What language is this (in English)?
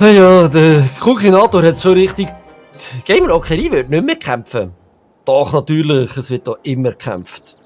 Swiss German